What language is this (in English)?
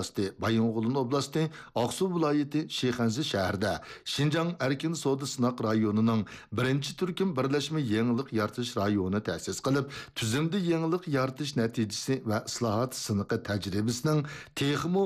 Uyghur